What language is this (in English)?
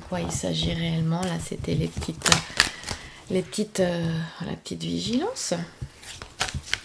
French